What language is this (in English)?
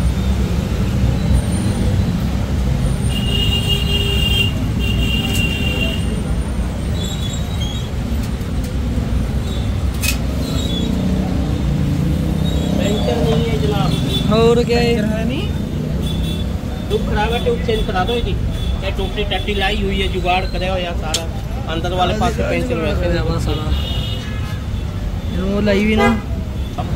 Hindi